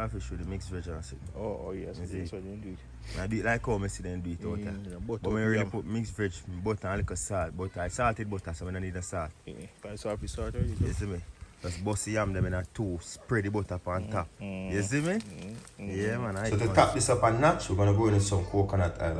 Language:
Jamaican Creole English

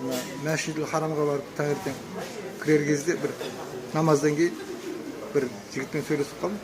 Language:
Kazakh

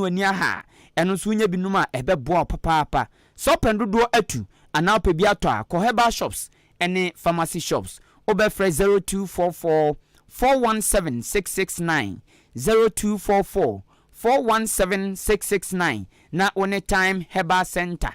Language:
Akan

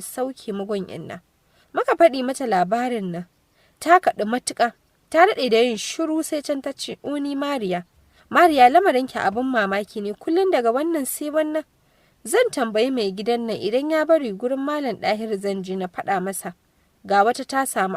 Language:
Hausa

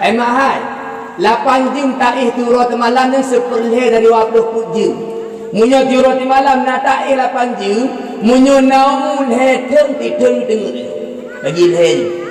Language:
Achinese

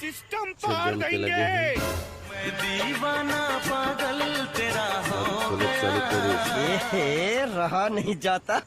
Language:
Chhattisgarhi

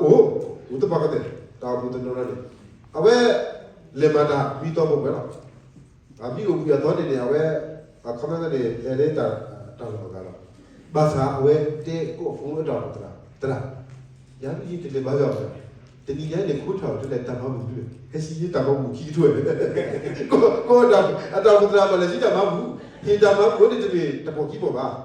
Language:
S'gaw Karen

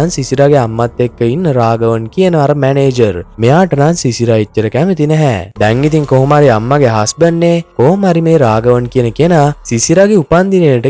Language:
Sinhala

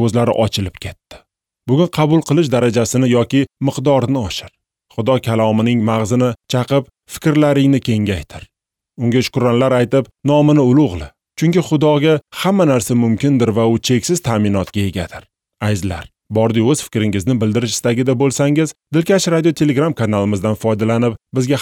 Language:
Uzbek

